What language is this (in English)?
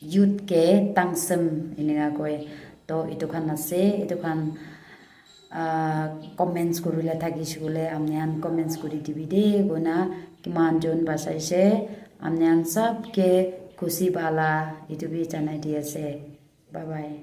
Naga Pidgin